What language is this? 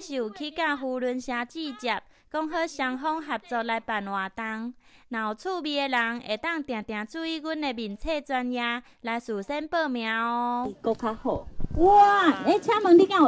Min Nan Chinese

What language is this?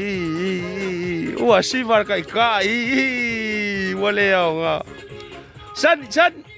Samoan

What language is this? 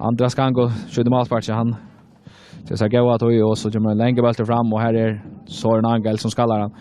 Faroese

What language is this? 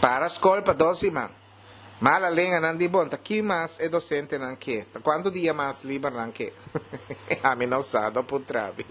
Papiamento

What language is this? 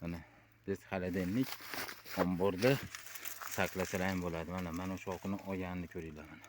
Uzbek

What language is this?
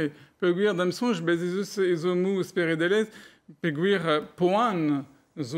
Breton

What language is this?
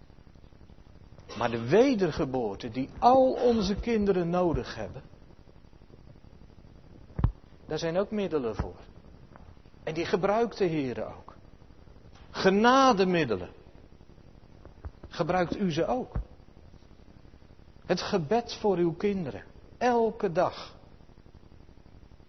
Dutch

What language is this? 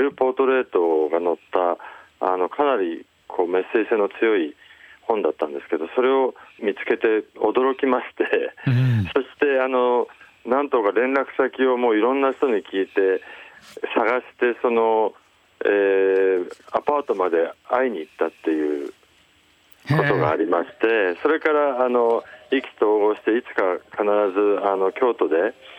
Japanese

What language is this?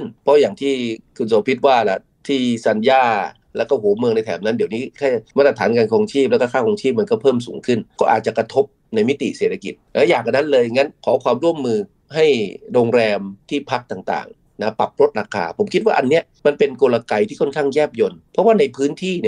Thai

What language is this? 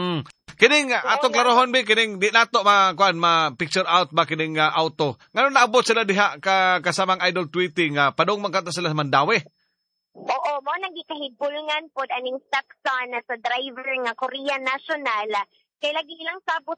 Cebuano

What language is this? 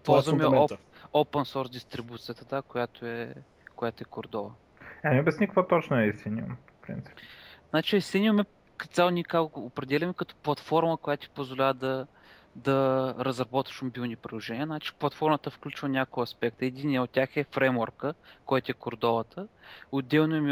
Bulgarian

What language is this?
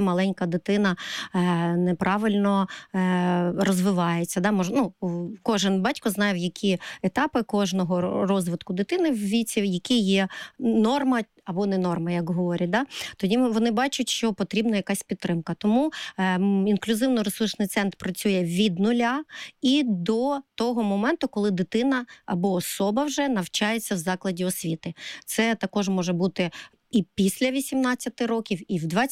Ukrainian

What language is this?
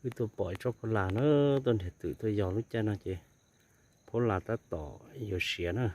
Hmong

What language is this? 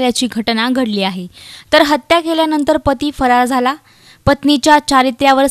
Marathi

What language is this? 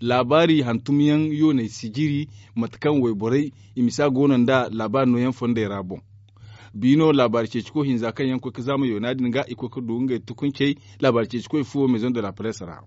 Zarma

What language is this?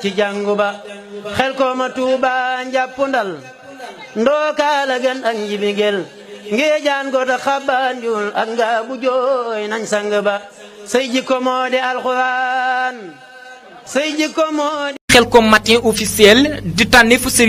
Wolof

